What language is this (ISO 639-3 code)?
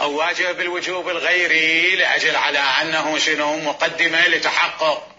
acm